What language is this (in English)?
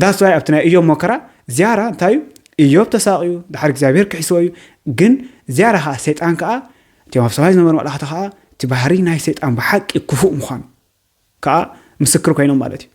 Tigrinya